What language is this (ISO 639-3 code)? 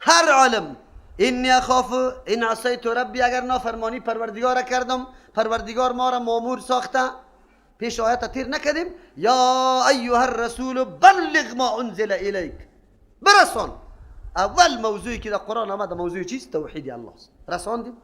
fas